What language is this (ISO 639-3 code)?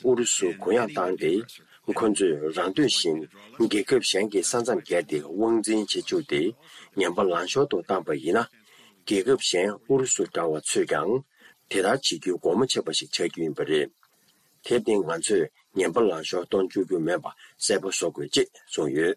bod